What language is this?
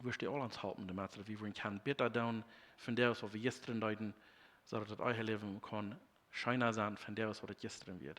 Plautdietsch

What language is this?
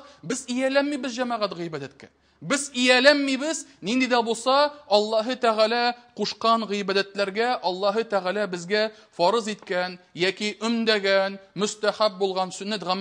Tatar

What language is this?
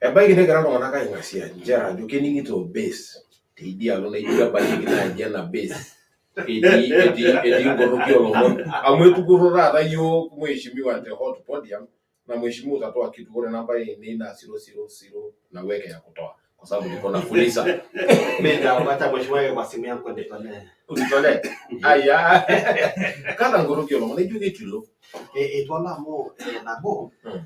Masai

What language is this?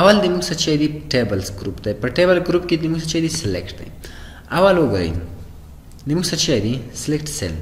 Pashto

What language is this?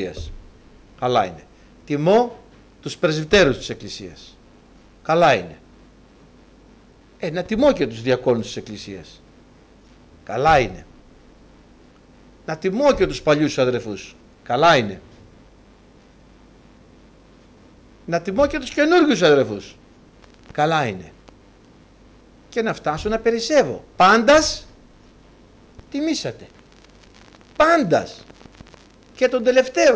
Greek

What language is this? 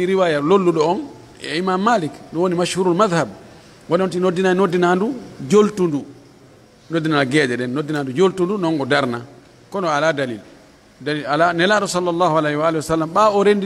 Pular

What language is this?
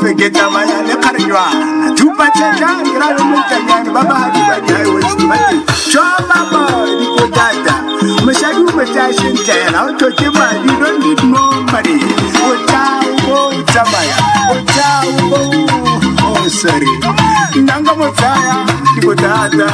Tswana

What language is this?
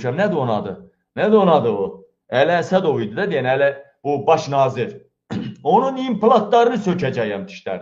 Azerbaijani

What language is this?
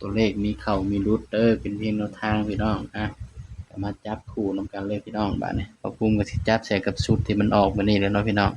Northeastern Thai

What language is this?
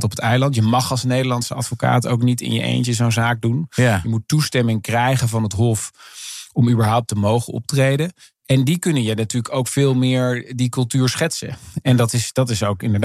Dutch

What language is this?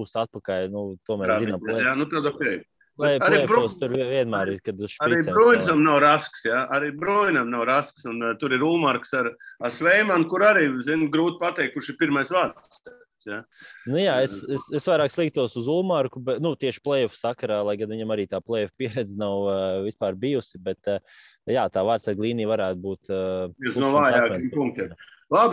Latvian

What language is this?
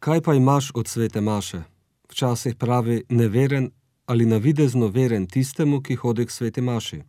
Slovenian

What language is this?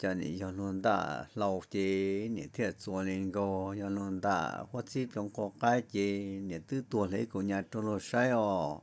Hmong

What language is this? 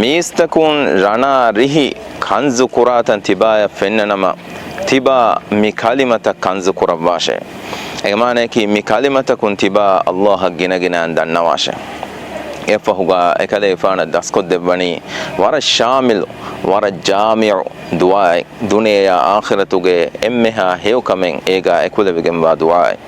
Divehi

